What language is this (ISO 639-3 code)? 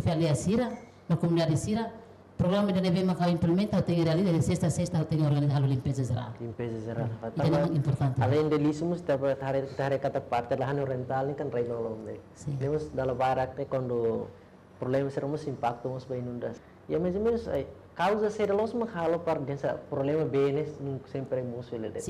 tet